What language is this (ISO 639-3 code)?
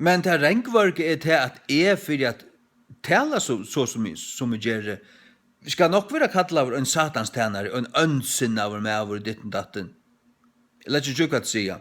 fao